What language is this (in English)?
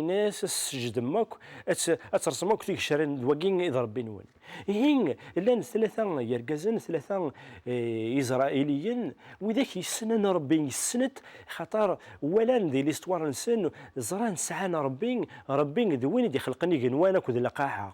Kabyle